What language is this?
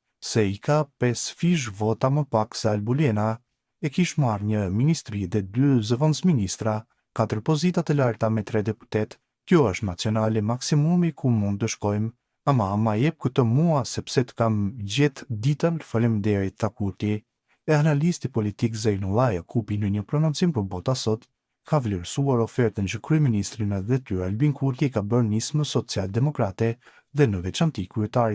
Albanian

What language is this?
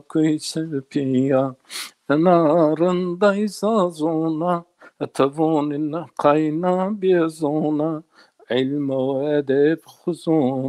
Zaza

